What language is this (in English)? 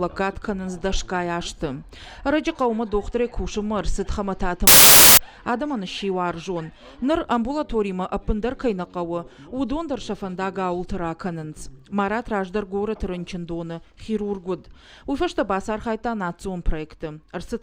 Ossetic